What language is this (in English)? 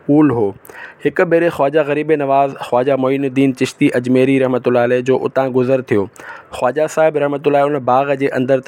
Sindhi